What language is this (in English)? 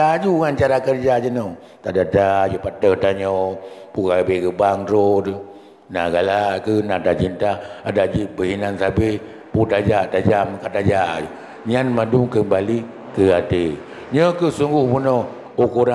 Achinese